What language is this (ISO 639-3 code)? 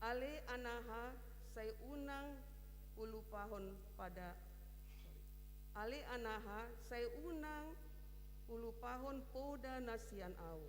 bbc